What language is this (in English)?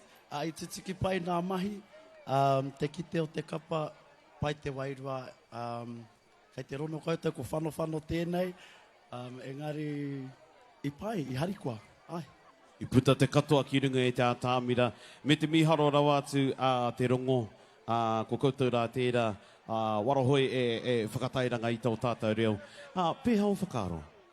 Māori